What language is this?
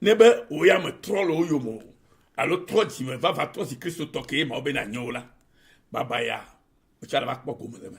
Ewe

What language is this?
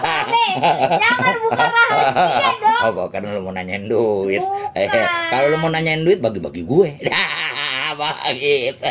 Betawi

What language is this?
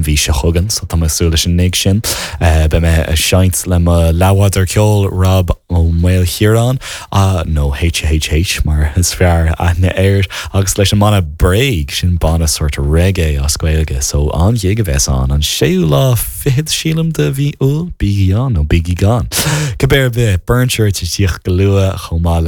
Irish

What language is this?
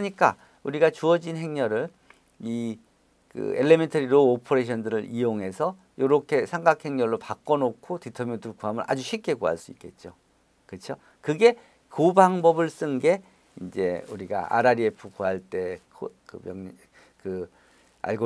Korean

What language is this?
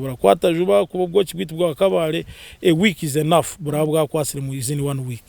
Nyankole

